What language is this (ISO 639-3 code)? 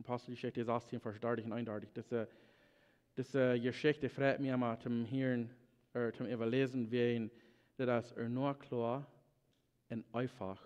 pdt